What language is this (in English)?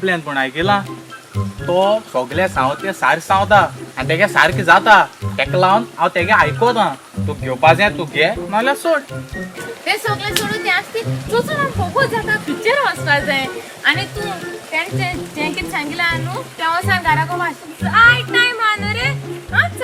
Konkani